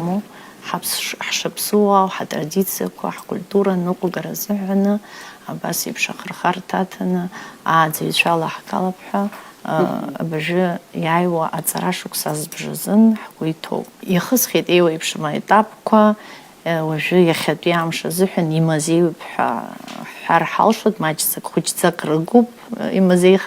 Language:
Abkhazian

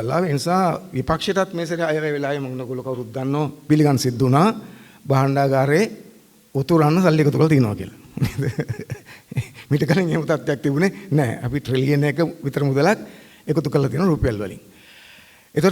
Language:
Sinhala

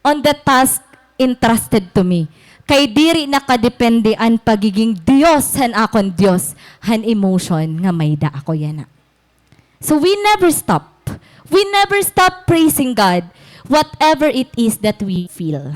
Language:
Waray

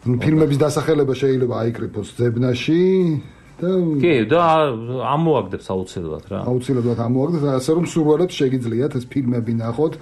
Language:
Georgian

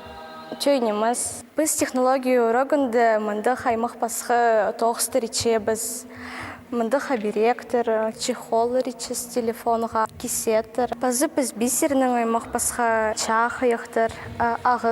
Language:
Khakas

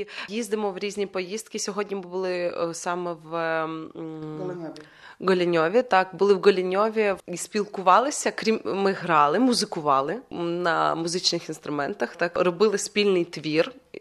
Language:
Ukrainian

